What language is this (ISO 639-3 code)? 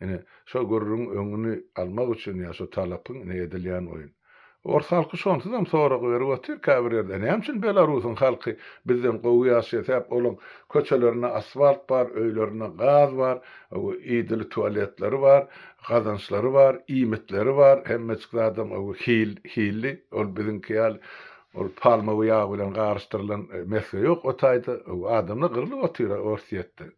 tuk